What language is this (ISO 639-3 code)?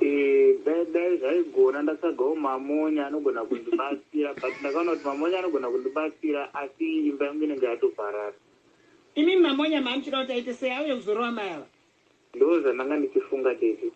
sna